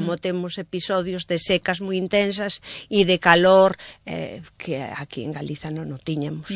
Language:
Galician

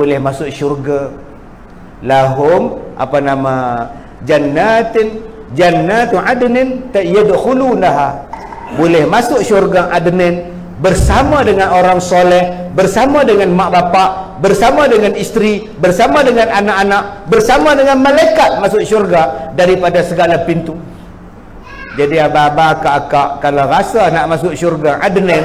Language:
Malay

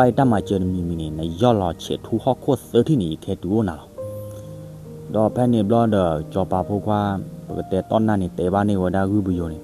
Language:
S'gaw Karen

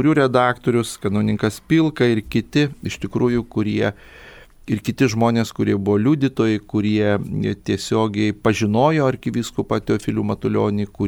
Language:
Lithuanian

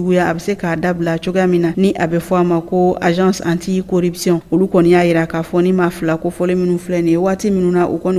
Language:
Bambara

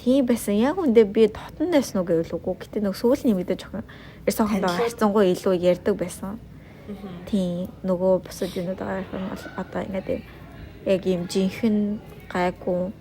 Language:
Mongolian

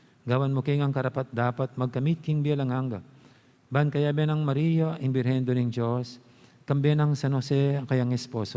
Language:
Pampanga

